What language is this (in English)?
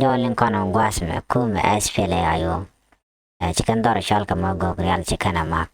Nuer